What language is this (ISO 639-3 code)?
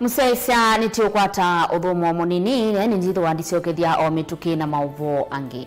kam